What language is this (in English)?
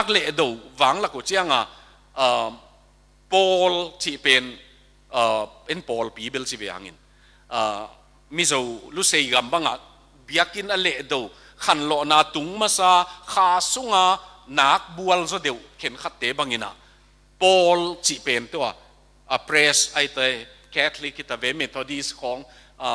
Tedim Chin